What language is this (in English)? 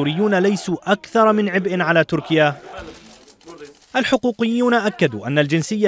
Arabic